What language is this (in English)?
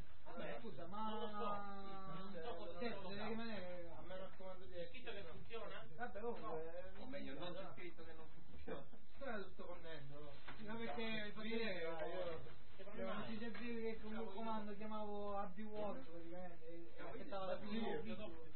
Italian